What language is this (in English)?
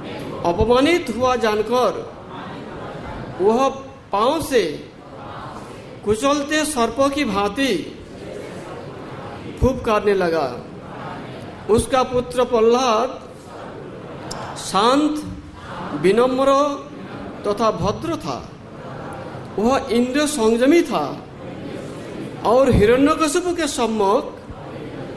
Hindi